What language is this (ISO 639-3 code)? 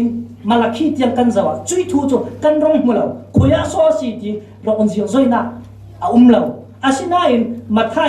cfm